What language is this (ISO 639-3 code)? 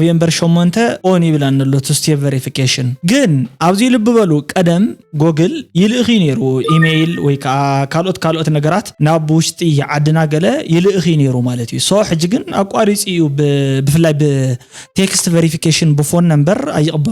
tir